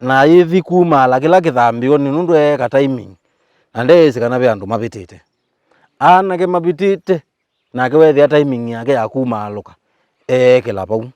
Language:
Kamba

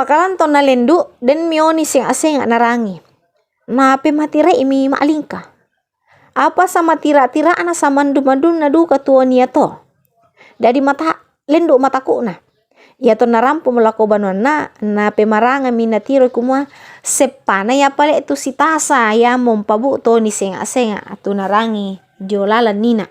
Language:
Toraja-Sa'dan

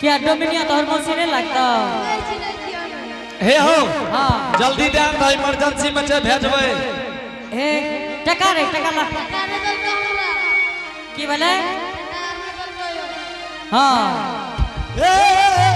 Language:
Angika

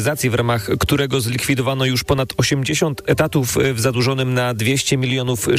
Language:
Polish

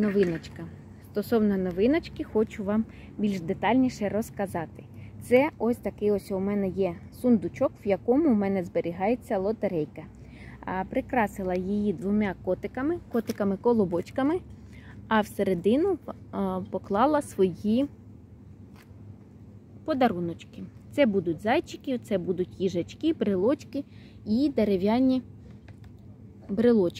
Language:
Ukrainian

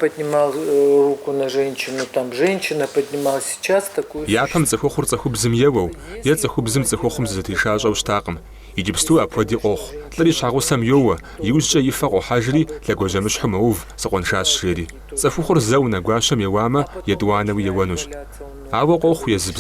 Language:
Kabardian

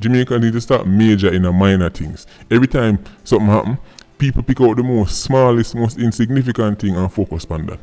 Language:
Jamaican Creole English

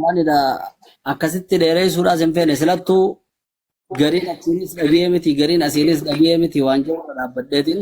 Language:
Oromo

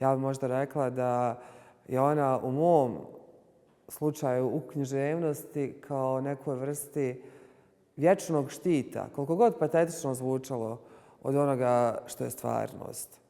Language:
Bosnian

